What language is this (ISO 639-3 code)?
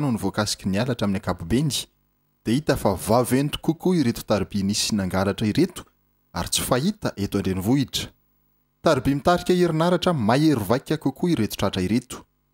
mlg